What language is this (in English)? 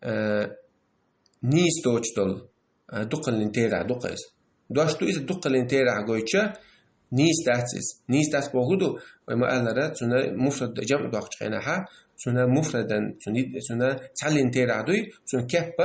Chechen